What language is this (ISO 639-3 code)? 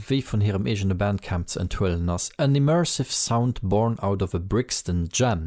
ltz